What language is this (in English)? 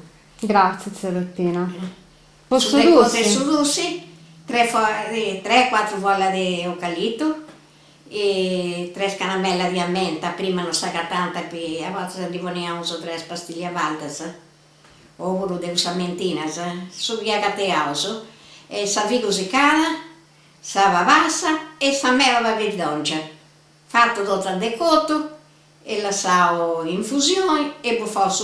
Sardinian